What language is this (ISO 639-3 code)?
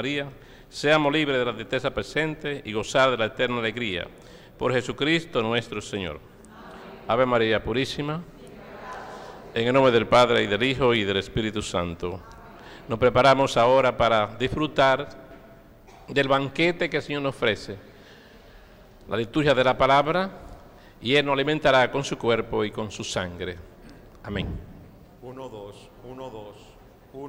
spa